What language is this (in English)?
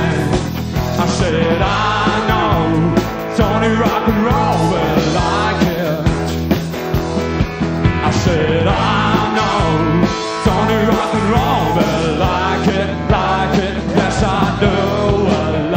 English